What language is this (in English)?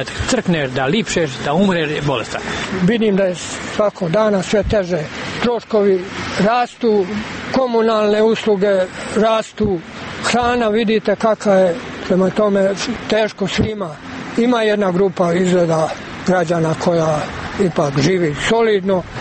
Serbian